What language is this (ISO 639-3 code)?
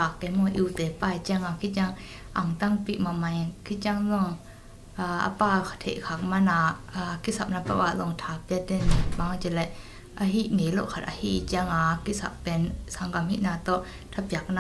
ctd